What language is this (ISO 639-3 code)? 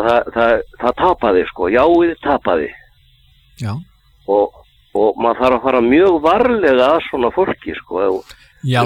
isl